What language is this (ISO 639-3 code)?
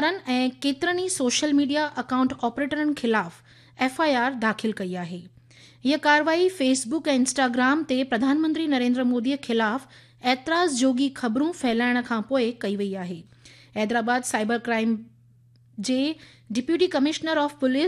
snd